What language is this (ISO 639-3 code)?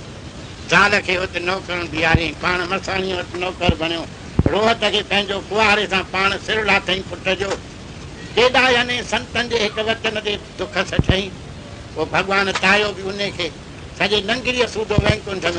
snd